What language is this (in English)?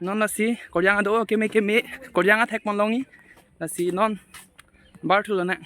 Karbi